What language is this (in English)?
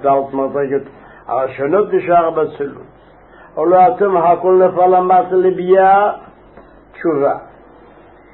Hebrew